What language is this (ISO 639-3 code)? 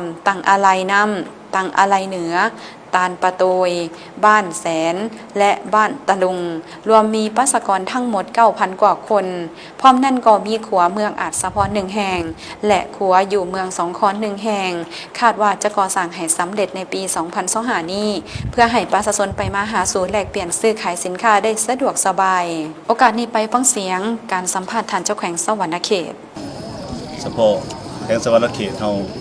lao